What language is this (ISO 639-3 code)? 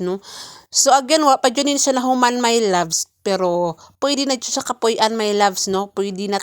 ceb